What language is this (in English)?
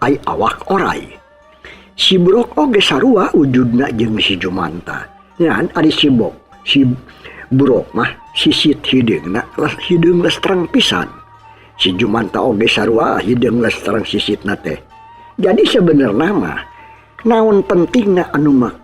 Sundanese